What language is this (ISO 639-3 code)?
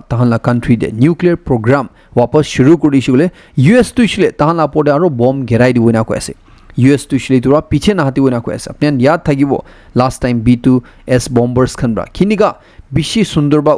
nag